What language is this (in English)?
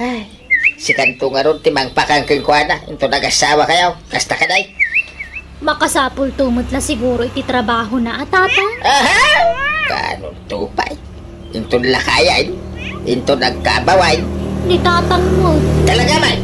Iloko